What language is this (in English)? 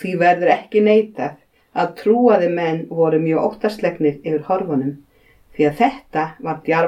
Icelandic